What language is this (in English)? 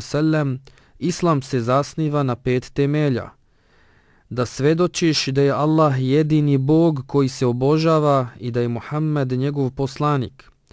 Bosnian